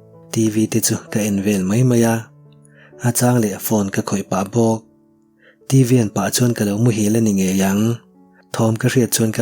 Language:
Mizo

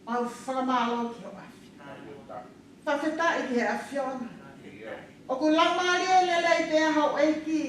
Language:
Tongan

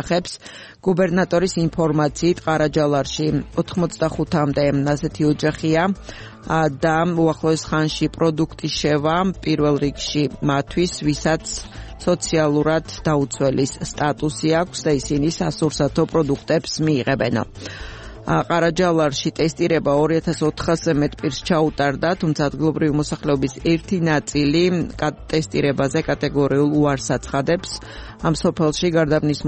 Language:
Georgian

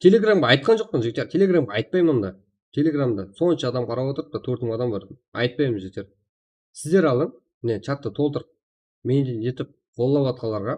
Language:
Kara-Kalpak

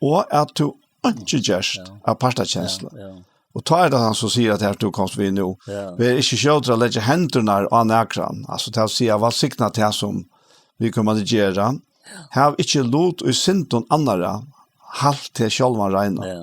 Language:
Faroese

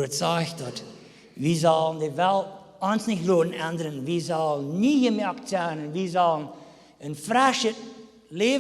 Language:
Plautdietsch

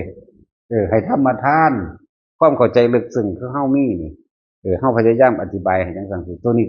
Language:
Northeastern Thai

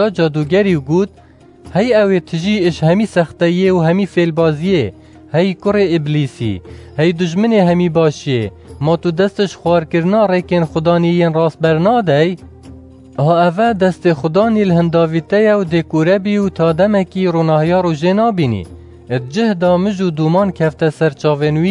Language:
Kurdish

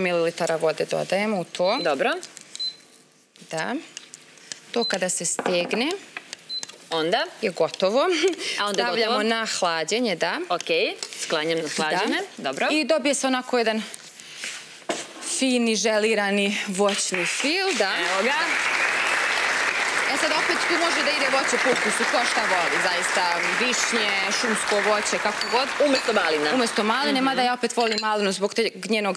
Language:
Serbian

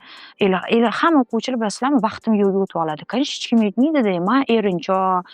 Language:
Uzbek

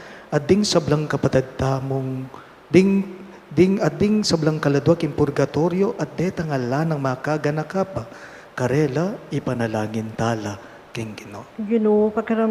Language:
Pampanga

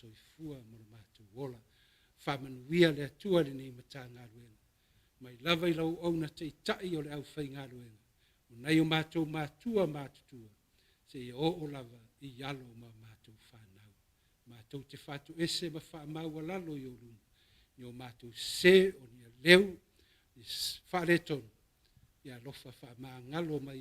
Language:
Samoan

